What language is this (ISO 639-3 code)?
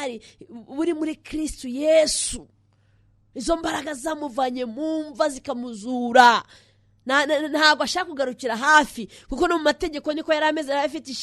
kin